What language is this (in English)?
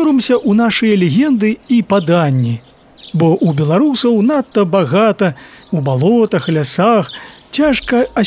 Belarusian